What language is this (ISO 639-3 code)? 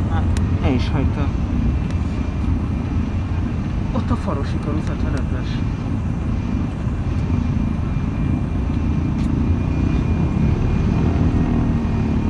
hun